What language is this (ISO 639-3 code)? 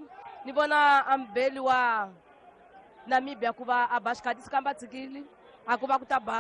tso